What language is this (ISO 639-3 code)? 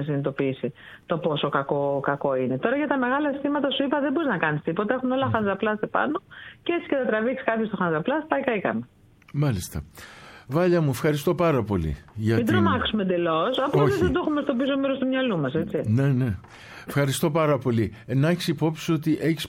ell